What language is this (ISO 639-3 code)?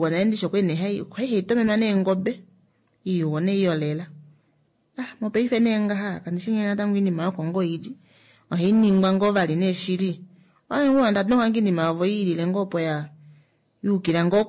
kua